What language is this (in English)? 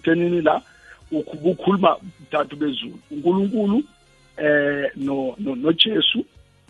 South Ndebele